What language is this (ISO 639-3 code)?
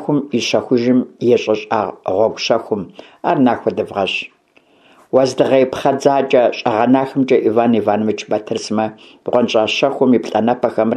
kbd